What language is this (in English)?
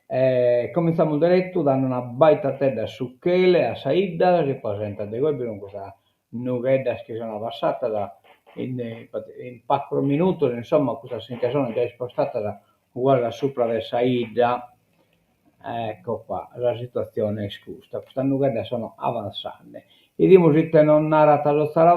Sardinian